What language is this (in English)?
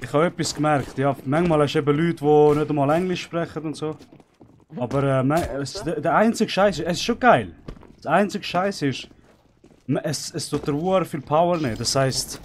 Swiss German